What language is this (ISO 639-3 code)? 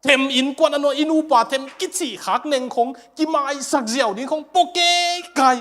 ctd